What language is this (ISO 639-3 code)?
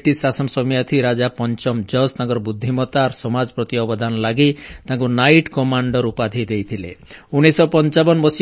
ori